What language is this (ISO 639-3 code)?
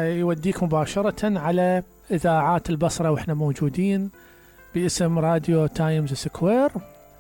acm